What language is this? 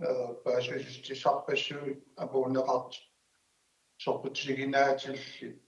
Kalaallisut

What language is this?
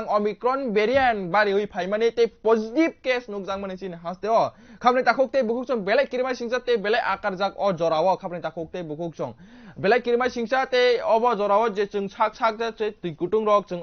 Kok Borok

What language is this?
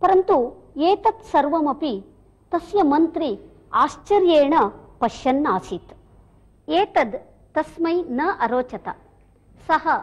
Sanskrit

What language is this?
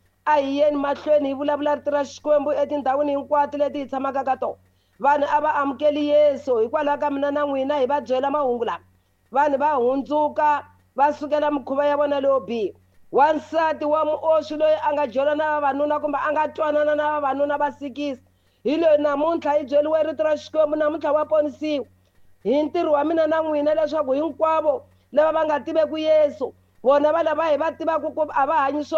Tsonga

